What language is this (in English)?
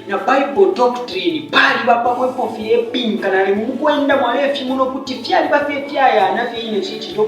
Bemba